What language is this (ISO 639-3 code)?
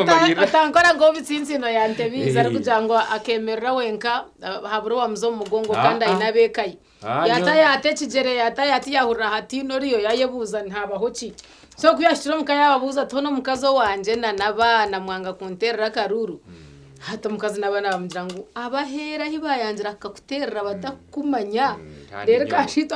nyn